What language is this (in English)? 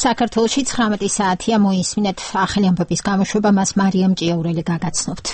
Georgian